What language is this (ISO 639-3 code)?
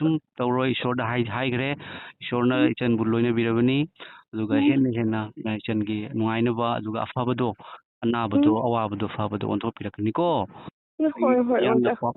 mni